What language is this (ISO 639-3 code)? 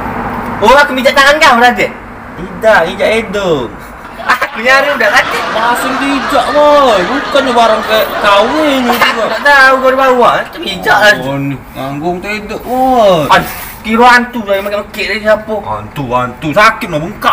mui